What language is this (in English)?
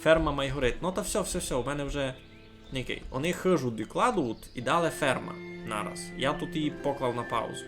Rusyn